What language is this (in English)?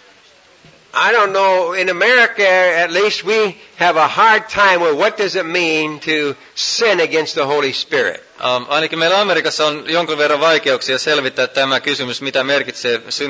Finnish